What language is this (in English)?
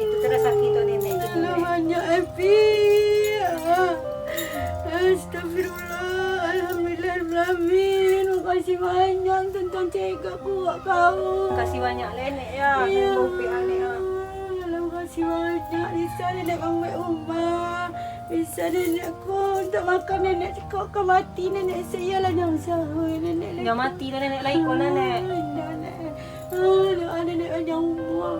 Minangkabau